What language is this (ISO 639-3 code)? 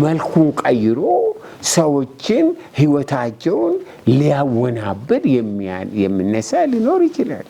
amh